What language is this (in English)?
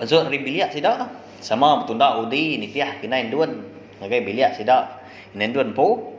Iban